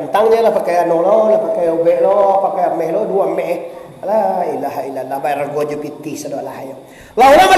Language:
Minangkabau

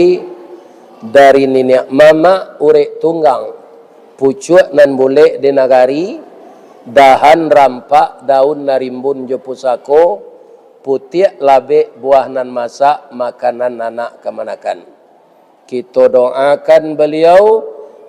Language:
Minangkabau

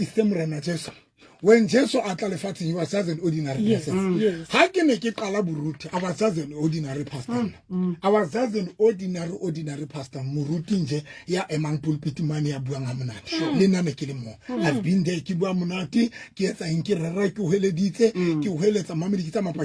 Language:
Southern Sotho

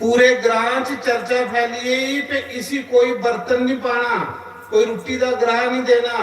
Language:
Dogri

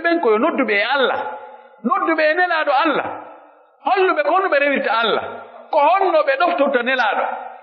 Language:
Pular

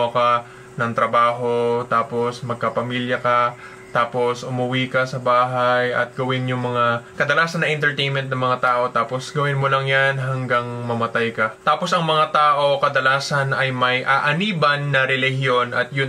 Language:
Filipino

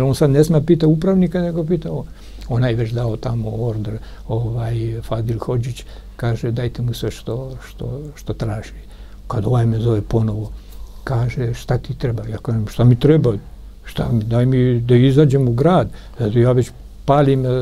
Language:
Serbian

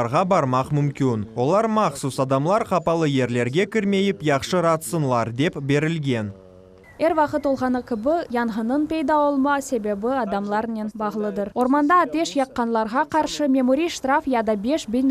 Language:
Crimean Tatar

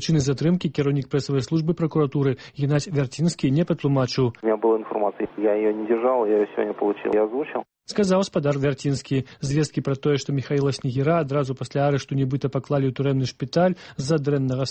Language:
Belarusian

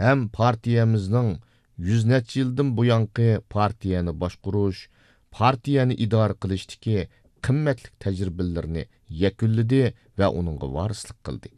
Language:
Uyghur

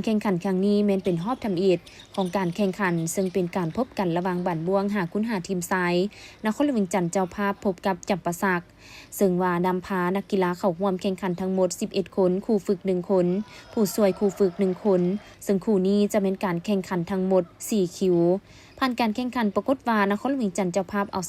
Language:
Lao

